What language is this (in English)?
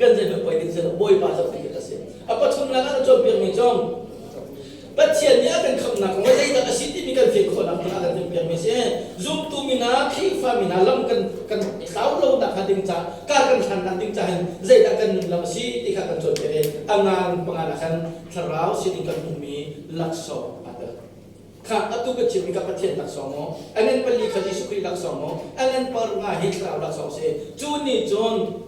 Hakha Chin